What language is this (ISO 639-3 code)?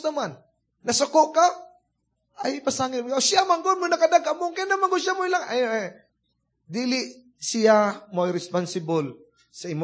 ceb